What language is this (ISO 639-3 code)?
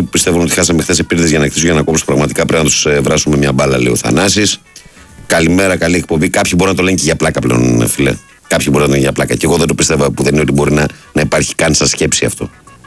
ell